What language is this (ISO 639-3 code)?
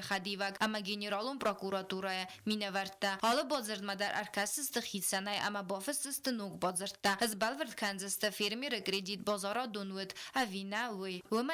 oss